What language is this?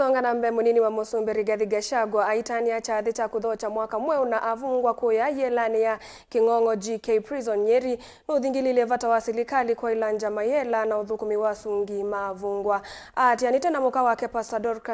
Kamba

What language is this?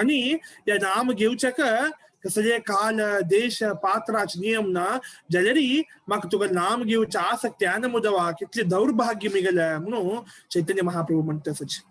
Konkani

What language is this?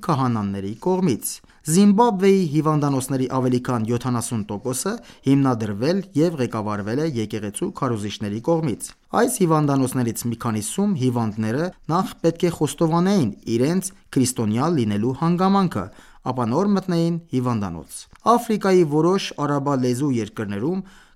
Armenian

